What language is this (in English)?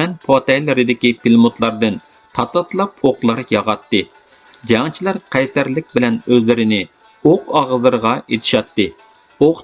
Uyghur